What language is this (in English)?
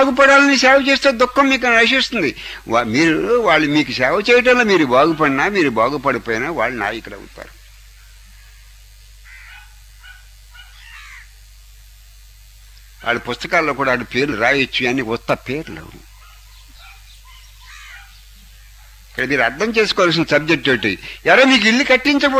Telugu